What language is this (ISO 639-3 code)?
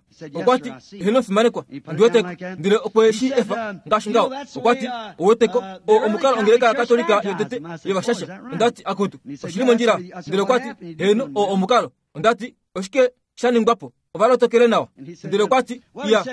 kua